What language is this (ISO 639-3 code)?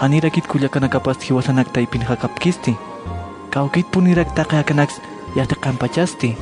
aym